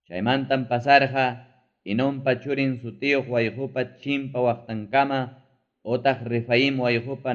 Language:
Ayacucho Quechua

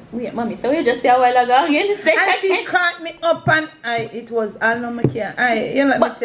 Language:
Jamaican Creole English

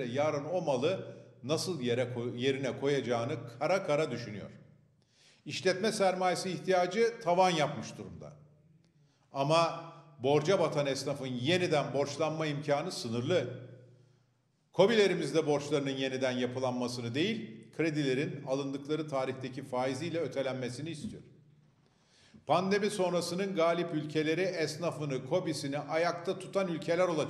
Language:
Turkish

